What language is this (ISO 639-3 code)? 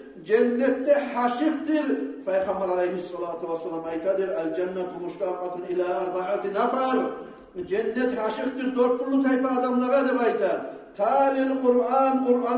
kum